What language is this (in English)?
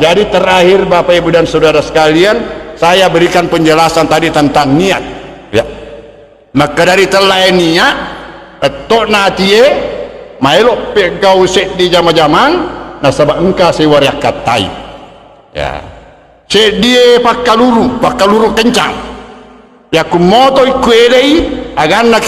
Buginese